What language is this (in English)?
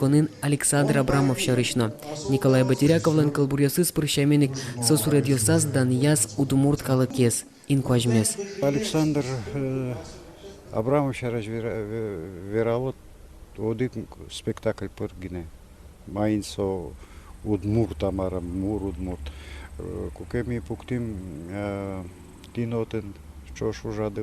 Udmurt